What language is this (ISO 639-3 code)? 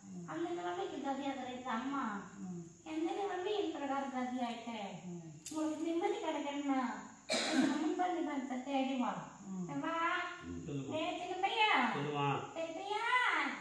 tam